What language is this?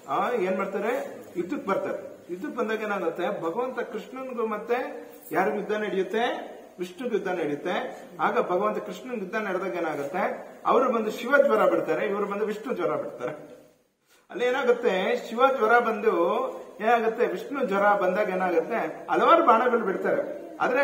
Kannada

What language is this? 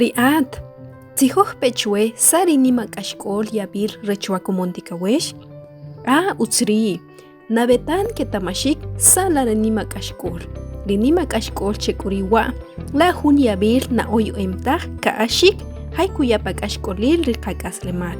Achi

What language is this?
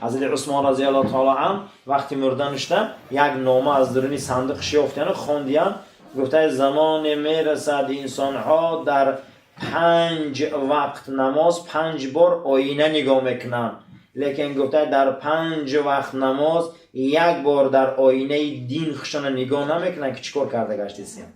Tajik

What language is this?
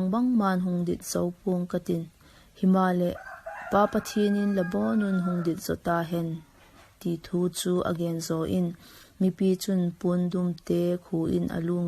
Vaiphei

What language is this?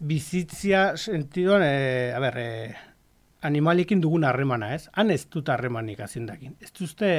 Basque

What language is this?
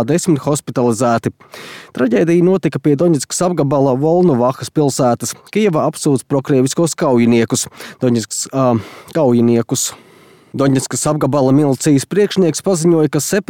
Latvian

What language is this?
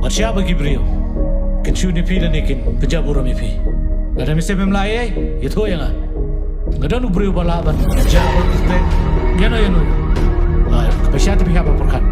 Khasi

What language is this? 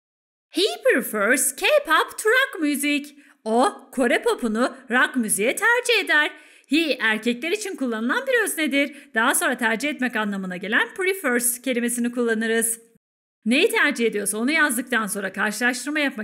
Turkish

